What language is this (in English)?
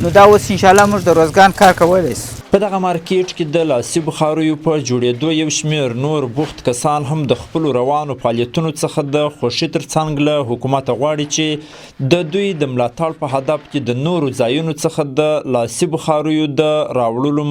Pashto